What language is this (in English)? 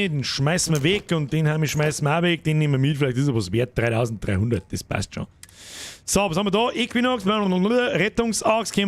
Bavarian